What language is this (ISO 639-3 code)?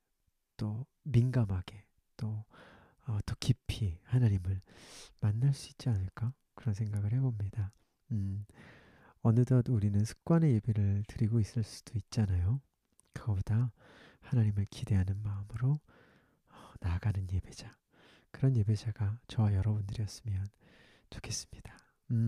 kor